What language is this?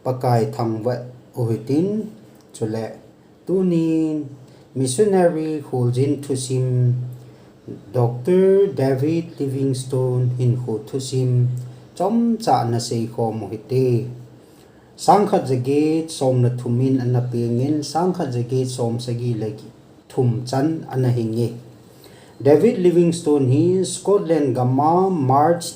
Thado Chin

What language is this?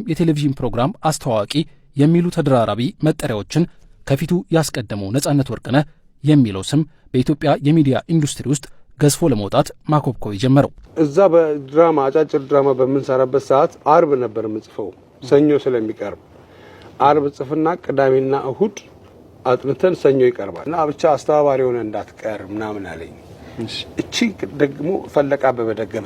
Amharic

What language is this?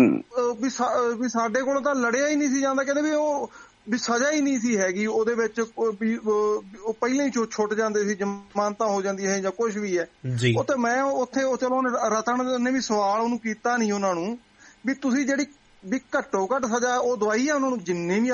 Punjabi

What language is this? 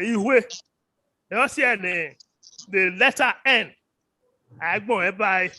Bini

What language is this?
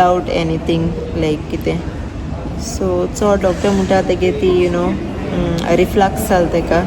Konkani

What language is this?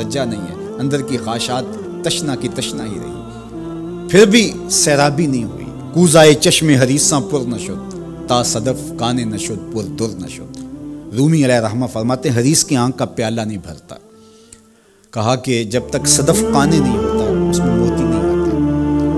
Urdu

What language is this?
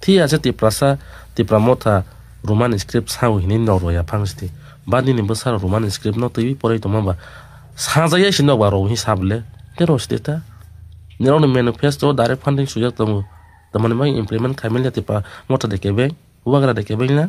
Kok Borok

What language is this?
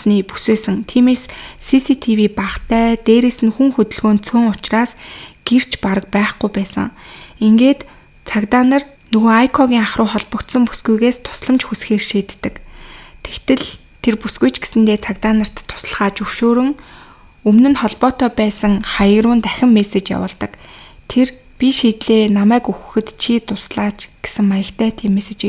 Mongolian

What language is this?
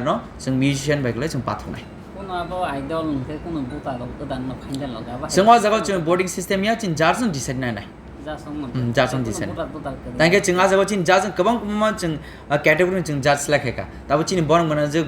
Kok Borok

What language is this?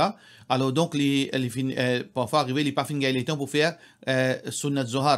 Morisyen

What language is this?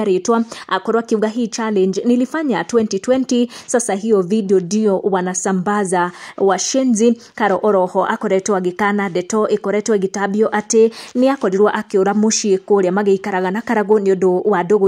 Kikuyu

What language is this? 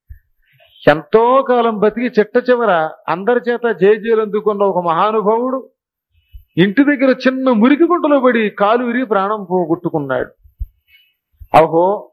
Telugu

